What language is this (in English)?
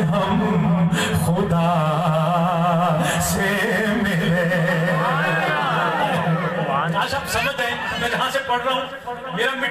Urdu